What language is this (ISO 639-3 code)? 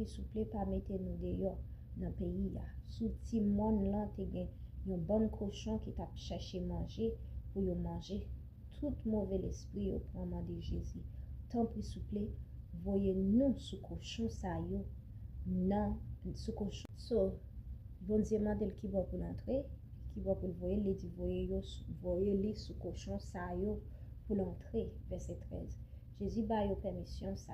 hat